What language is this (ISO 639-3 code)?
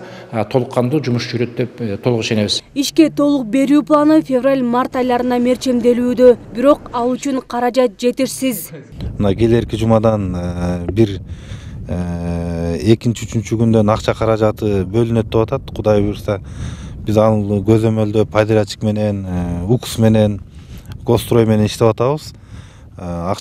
kir